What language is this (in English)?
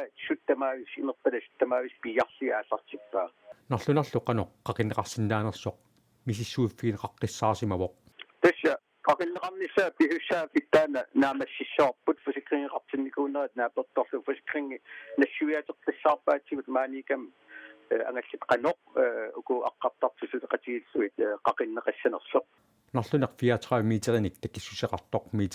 Kalaallisut